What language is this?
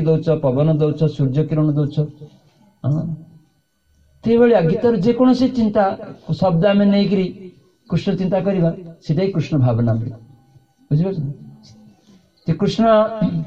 Odia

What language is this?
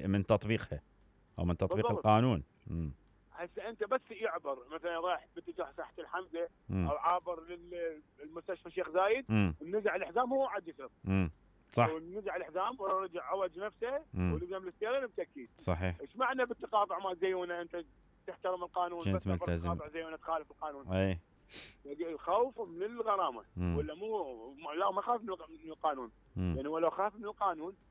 Mesopotamian Arabic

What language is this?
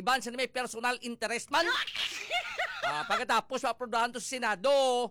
Filipino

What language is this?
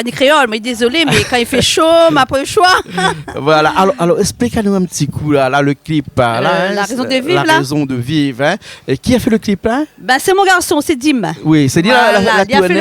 Réunion Creole French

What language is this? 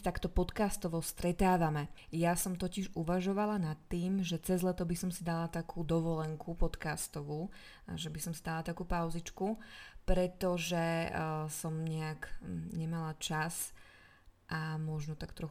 Slovak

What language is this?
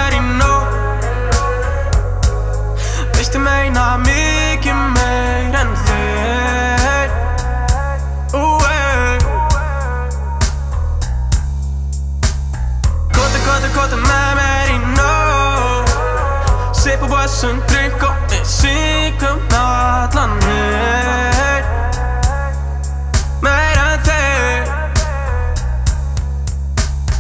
Icelandic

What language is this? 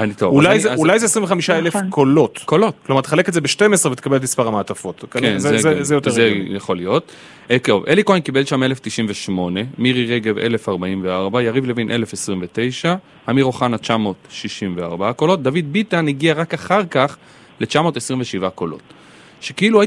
Hebrew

